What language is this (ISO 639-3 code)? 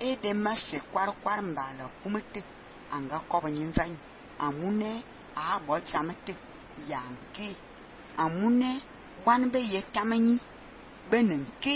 fan